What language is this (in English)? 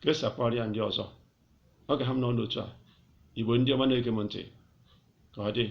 Igbo